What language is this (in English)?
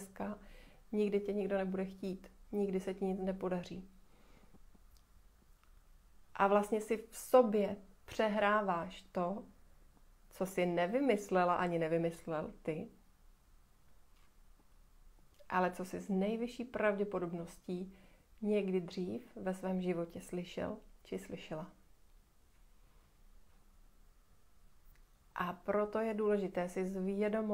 Czech